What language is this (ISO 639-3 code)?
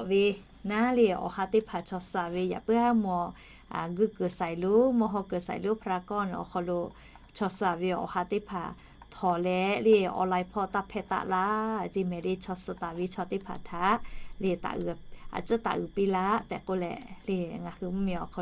lhu